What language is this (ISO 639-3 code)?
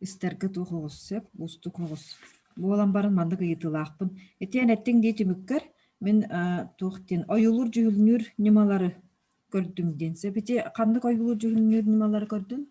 sah